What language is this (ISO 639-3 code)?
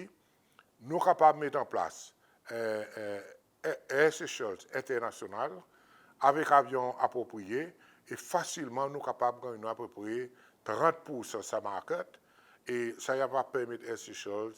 crs